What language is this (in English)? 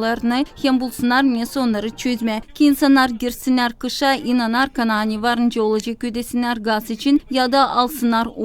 Gagauz